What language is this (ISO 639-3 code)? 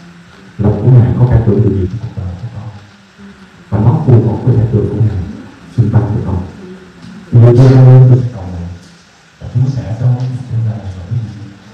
vie